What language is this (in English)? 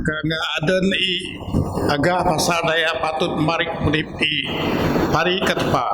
Biatah Bidayuh